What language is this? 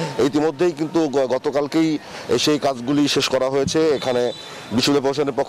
Bangla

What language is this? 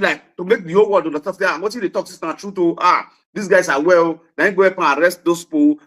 Nigerian Pidgin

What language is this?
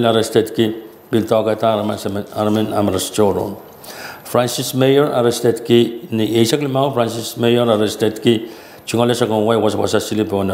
Pohnpeian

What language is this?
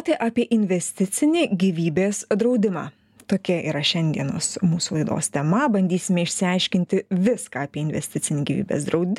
Lithuanian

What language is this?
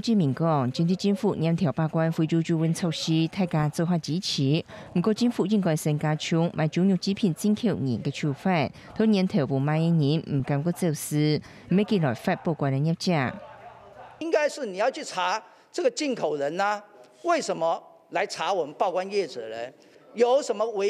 Hakka Chinese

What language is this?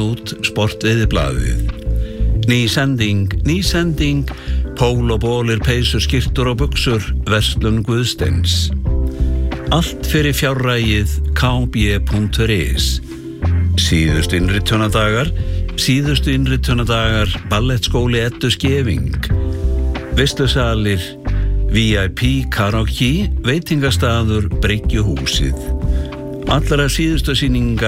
Icelandic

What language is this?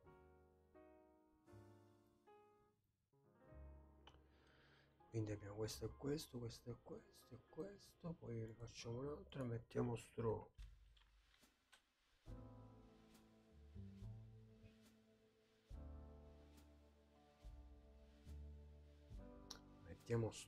Italian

